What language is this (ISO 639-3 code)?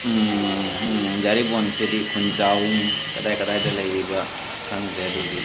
mni